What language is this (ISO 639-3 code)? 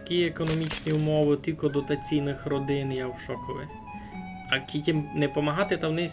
rue